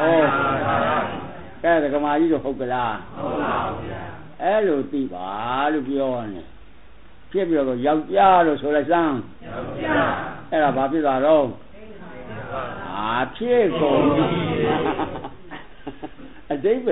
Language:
Burmese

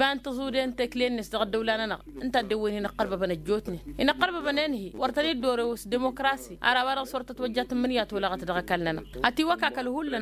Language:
Tamasheq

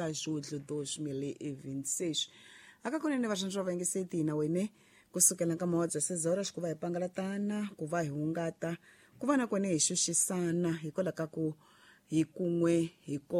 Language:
Tsonga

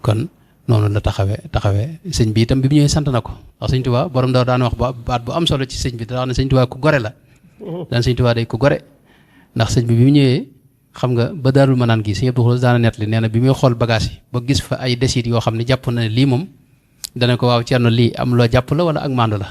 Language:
Wolof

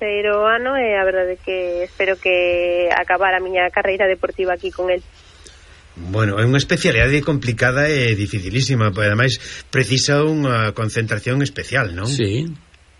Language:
Galician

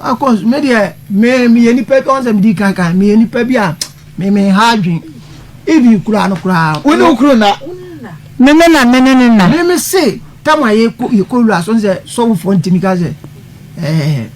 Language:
Akan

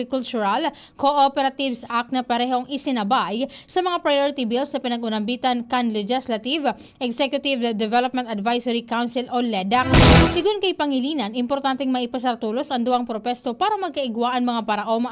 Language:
Bikol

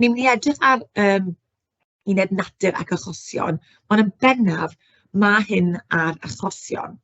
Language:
Welsh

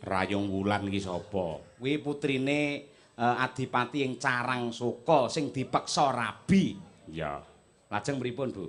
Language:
Javanese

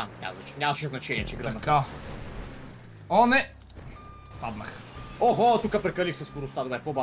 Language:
Bulgarian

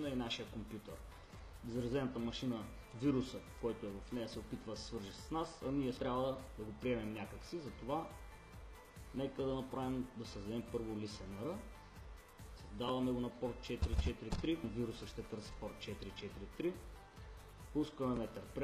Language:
Bulgarian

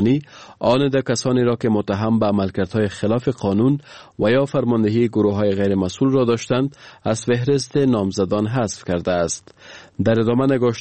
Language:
Persian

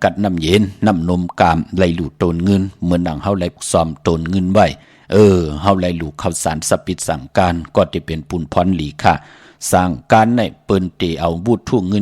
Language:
Shan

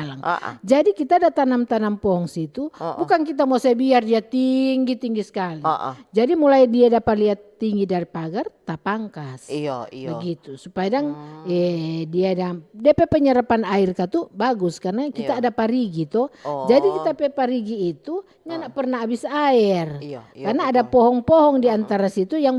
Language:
Manado Malay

